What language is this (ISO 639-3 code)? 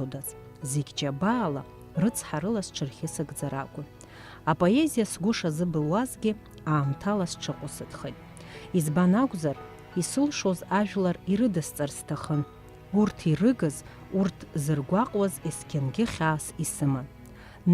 abk